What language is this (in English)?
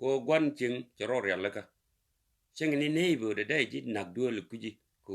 Nuer